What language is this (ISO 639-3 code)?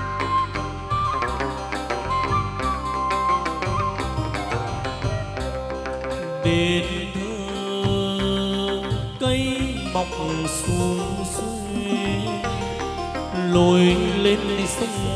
vie